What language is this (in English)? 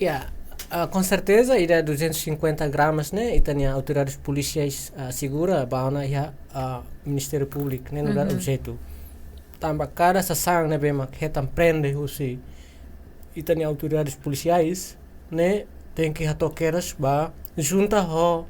Tetum